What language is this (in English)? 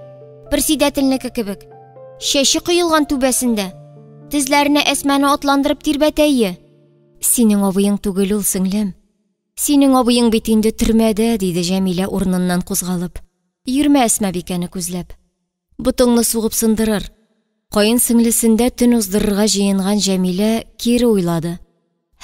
Tatar